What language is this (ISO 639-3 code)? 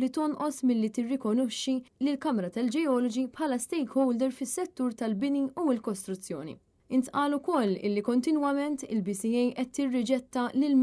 mlt